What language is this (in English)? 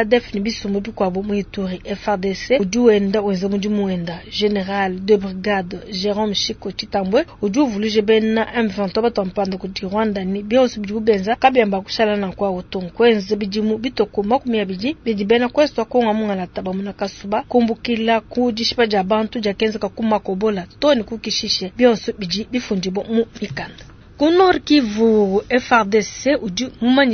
Luba-Lulua